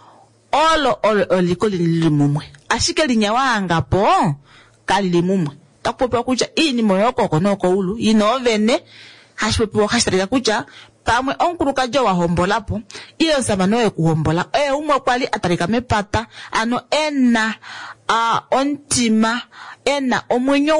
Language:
Kuanyama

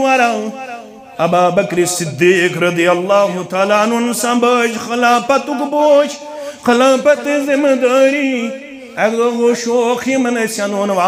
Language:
Kashmiri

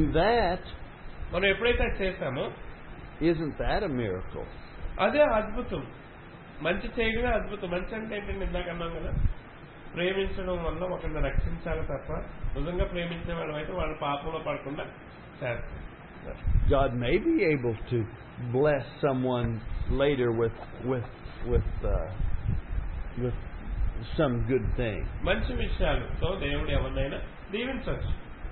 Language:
Telugu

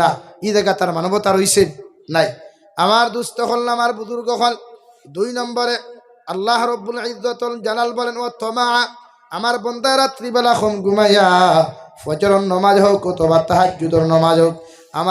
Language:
Sylheti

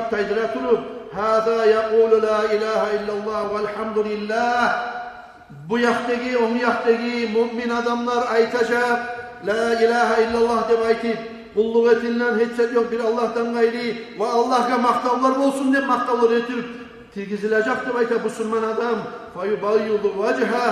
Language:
Kumyk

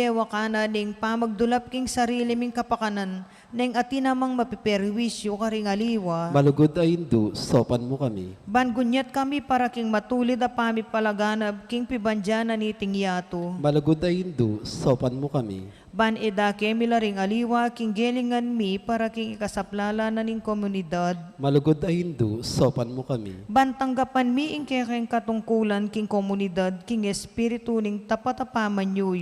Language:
Pampanga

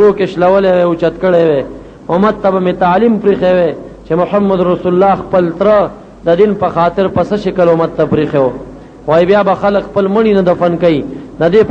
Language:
Pashto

